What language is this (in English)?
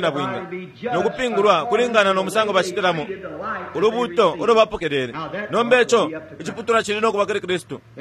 Bemba